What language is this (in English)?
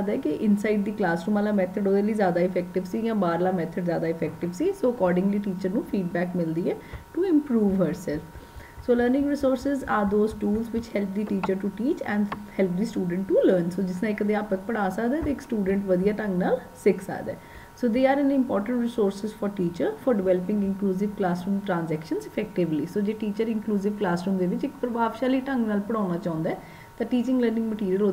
Punjabi